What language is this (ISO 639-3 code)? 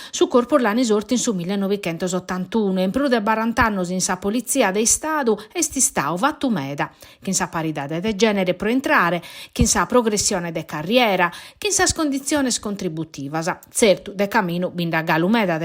srd